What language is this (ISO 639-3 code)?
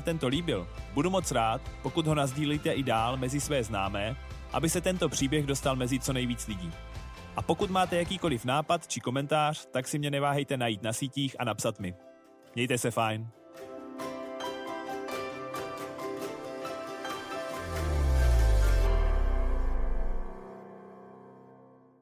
ces